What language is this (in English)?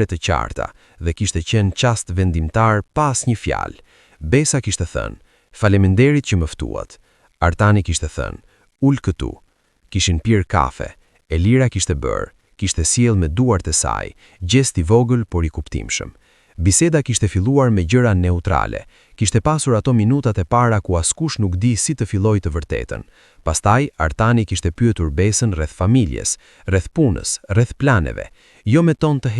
Albanian